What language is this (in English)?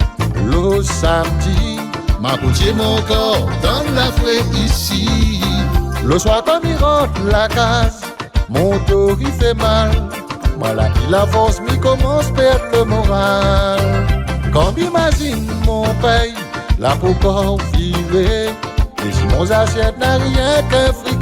Réunion Creole French